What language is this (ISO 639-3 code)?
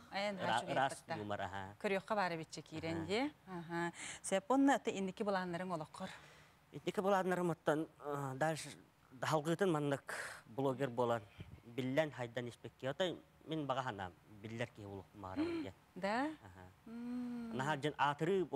sah